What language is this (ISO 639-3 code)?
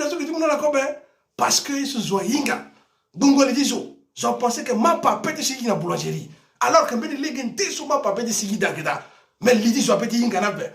sag